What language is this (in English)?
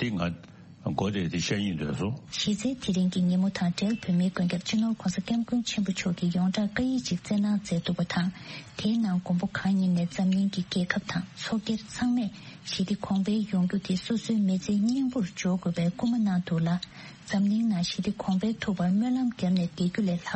Tibetan